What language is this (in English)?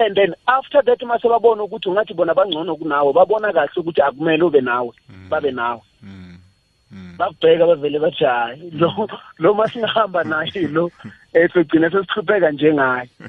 South Ndebele